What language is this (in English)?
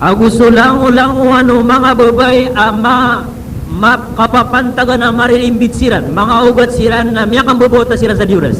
Maranao